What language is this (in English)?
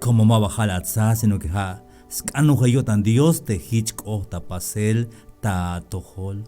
Tzeltal